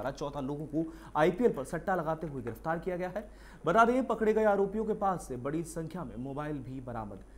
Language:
Hindi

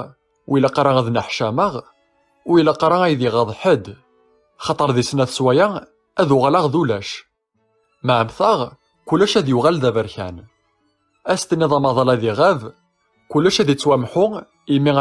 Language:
Kabyle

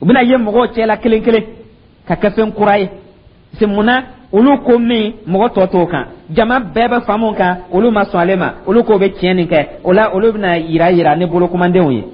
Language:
Dyula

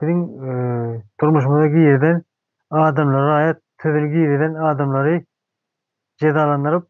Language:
Turkmen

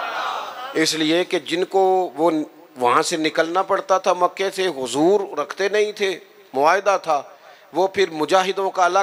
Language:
Urdu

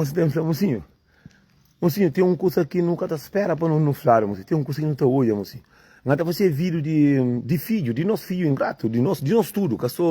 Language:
Kabuverdianu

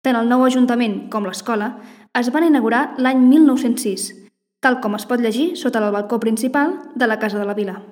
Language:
Catalan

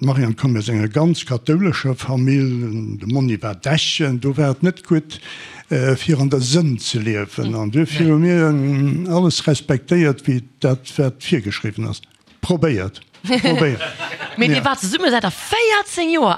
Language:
Luxembourgish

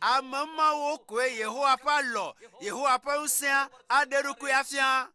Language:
Ewe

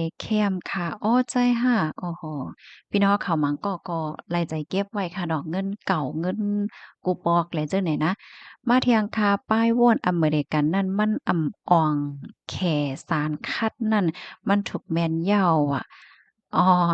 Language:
Shan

